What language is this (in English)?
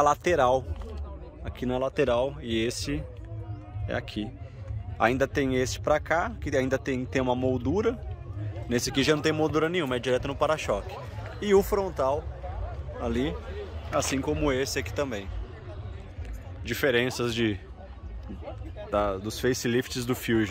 Portuguese